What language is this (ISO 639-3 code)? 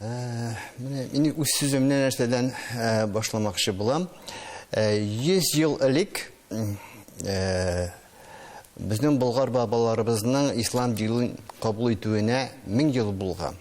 tat